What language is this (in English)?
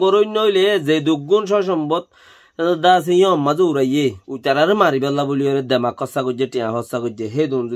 Rohingya